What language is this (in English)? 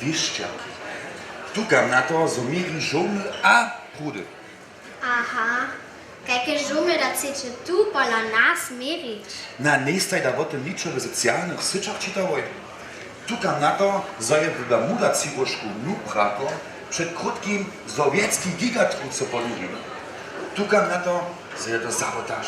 Upper Sorbian